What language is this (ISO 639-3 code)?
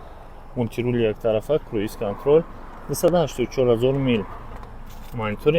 tgk